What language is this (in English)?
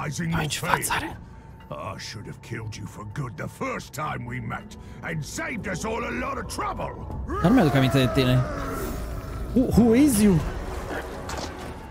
Romanian